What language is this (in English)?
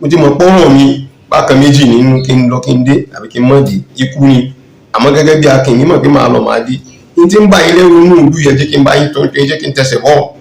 Yoruba